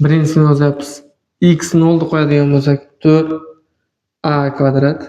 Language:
Uzbek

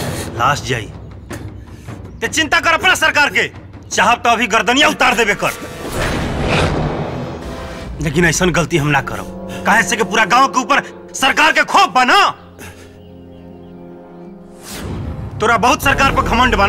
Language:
Bhojpuri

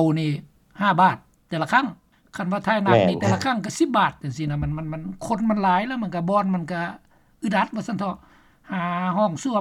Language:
Lao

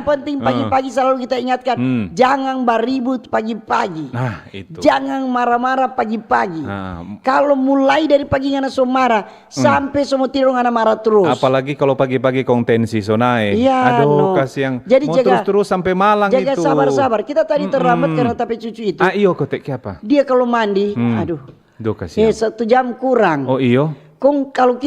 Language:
Manado Malay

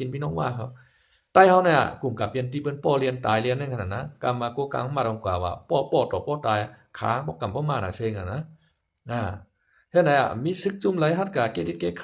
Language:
Shan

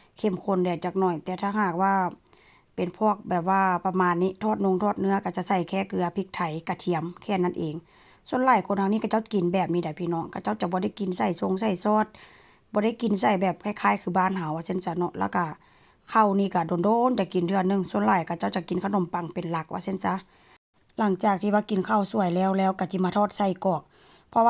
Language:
Northeastern Thai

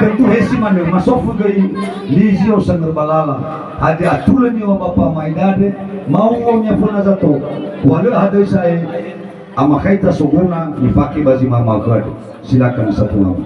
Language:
Nias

